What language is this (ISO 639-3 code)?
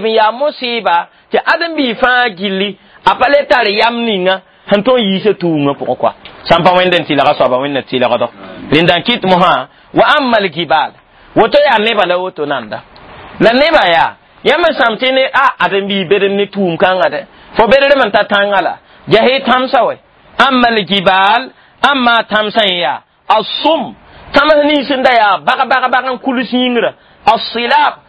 mos